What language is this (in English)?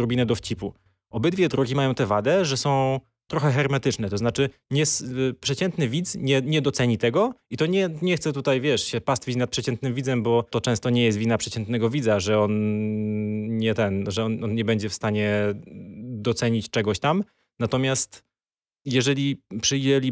Polish